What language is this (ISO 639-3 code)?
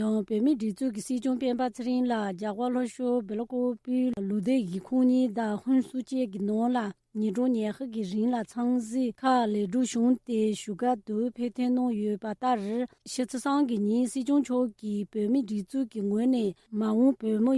khg